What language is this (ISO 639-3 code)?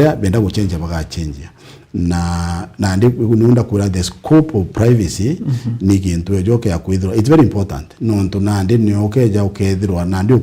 mer